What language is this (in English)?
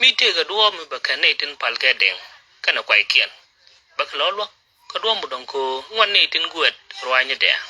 Nuer